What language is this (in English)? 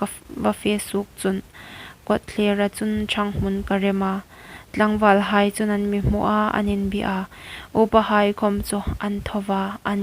Hmar